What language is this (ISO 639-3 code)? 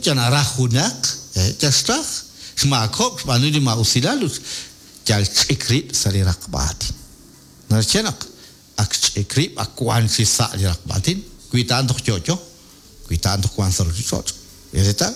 kek